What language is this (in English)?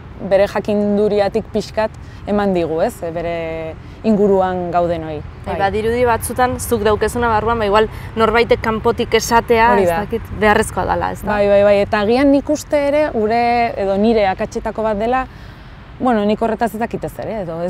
Basque